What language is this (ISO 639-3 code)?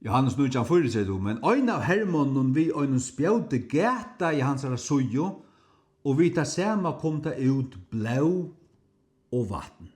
fao